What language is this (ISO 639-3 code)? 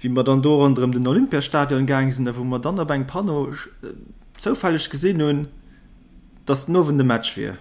ltz